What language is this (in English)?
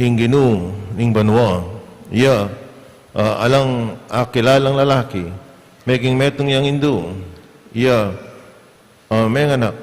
Pampanga